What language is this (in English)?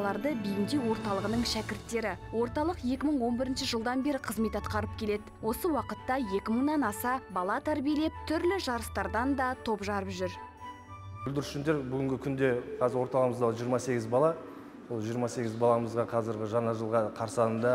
Kazakh